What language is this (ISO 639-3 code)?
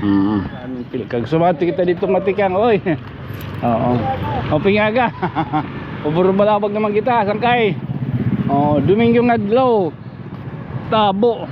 war